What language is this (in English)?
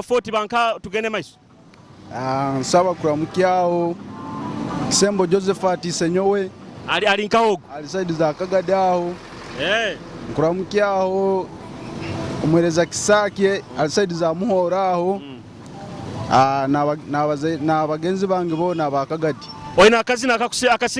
Nyoro